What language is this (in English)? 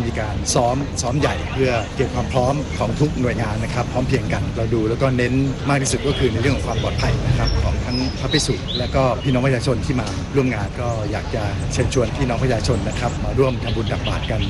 Thai